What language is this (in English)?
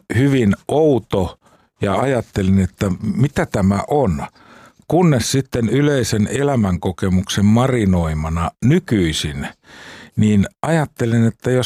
Finnish